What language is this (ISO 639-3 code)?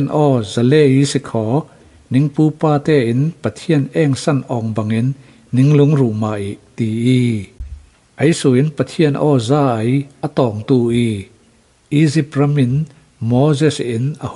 cfm